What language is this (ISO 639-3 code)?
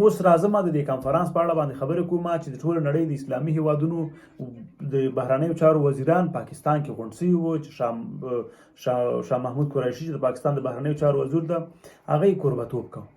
pus